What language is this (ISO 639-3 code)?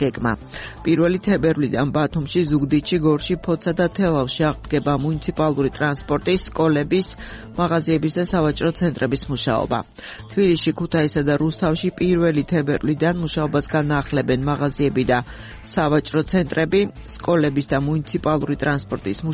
kat